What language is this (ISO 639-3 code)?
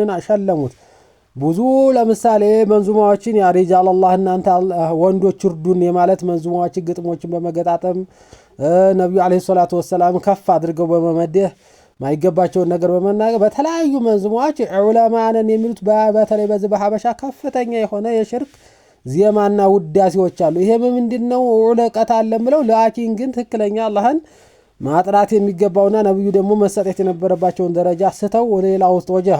amh